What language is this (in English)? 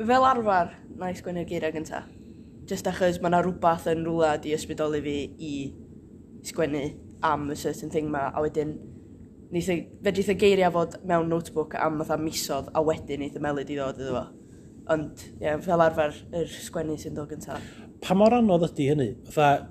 Welsh